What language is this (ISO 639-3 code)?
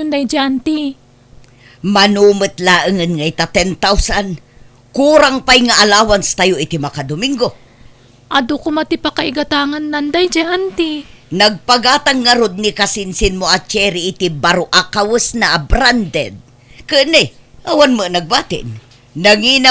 ilo